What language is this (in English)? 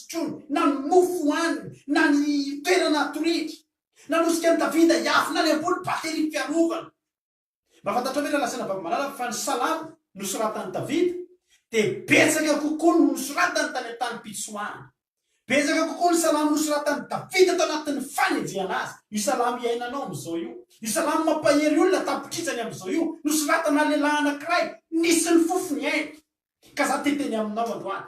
Malagasy